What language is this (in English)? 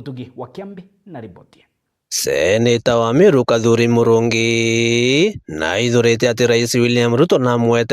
Meru